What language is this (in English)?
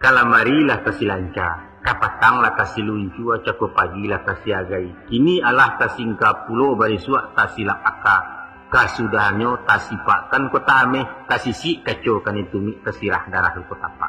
Minangkabau